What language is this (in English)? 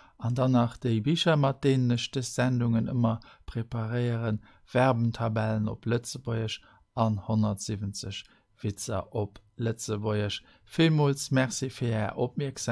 Luxembourgish